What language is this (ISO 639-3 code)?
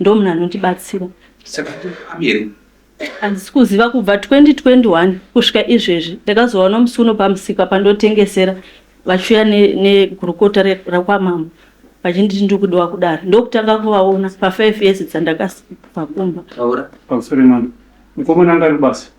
sna